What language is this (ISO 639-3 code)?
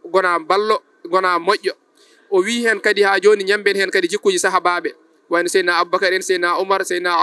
ful